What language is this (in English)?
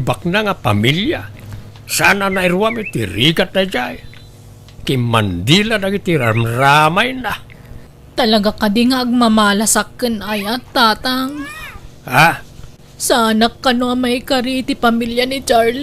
Iloko